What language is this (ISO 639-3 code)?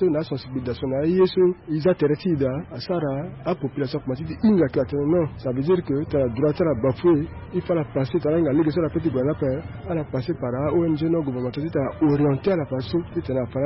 sag